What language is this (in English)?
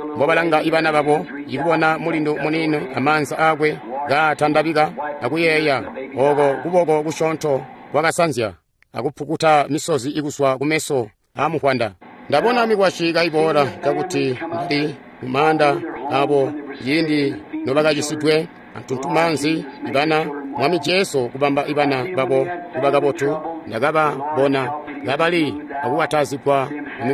Tonga (Zambia)